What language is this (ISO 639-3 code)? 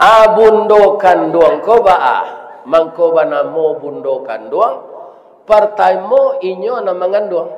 min